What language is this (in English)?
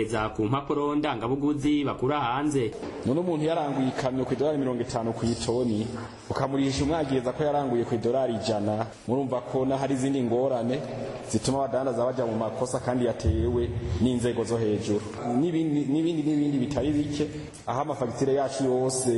Rundi